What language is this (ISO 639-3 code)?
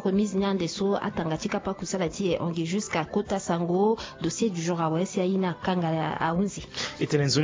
sag